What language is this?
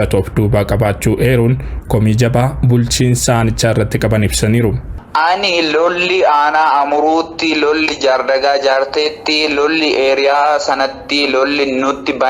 Oromo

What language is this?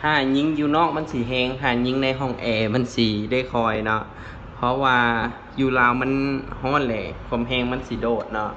Lao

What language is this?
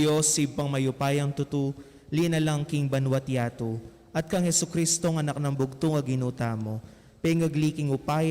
Pampanga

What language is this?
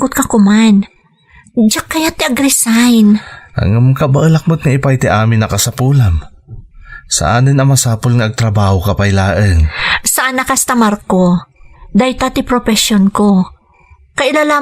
Iloko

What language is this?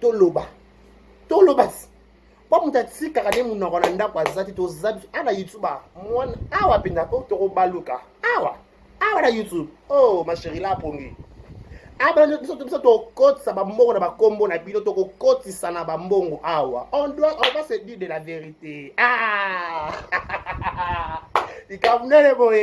Lingala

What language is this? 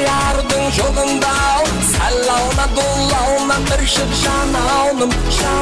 Kara-Kalpak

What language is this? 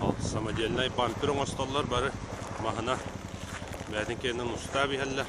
Yakut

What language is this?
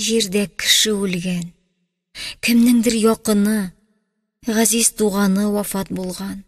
Tatar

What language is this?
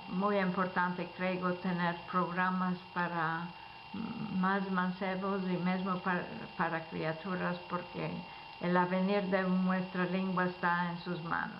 Ladino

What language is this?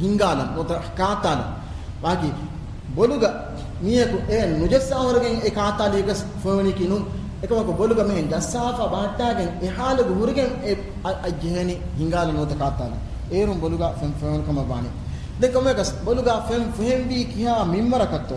Divehi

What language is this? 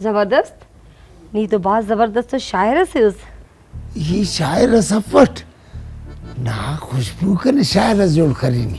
Brahui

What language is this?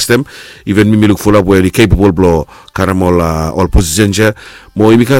Bislama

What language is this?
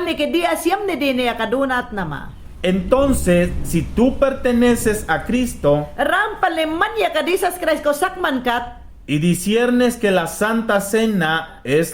Mayangna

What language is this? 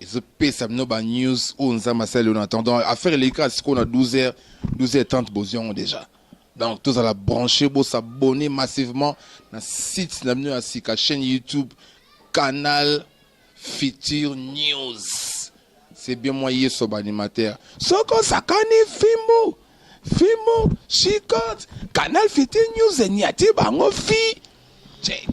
Lingala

